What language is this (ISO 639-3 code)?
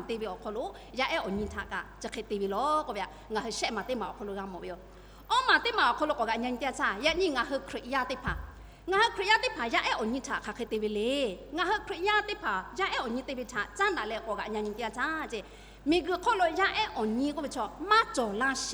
lhu